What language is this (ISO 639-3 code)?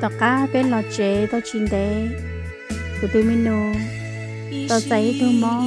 hmn